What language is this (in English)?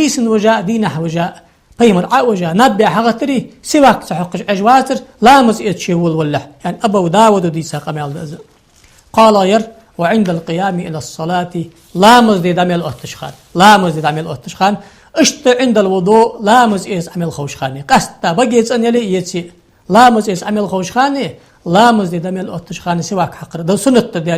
Ingush